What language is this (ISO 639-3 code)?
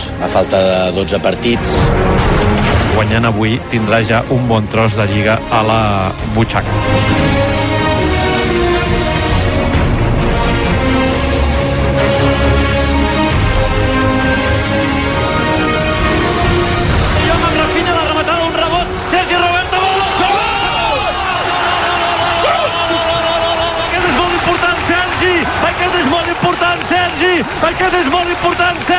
cat